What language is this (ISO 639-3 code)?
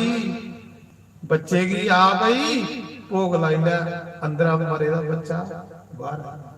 doi